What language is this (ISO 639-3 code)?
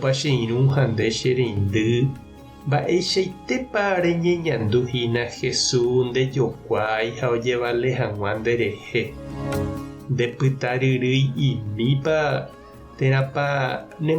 grn